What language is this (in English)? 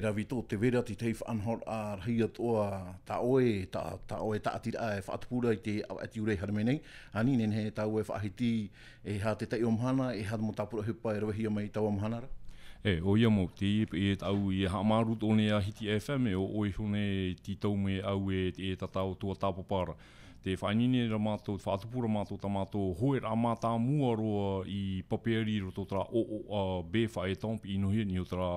Tahitian